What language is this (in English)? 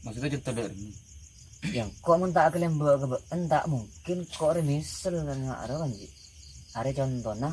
Madurese